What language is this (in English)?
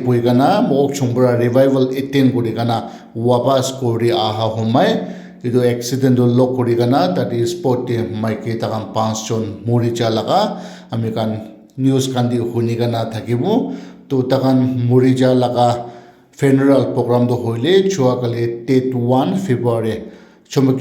Naga Pidgin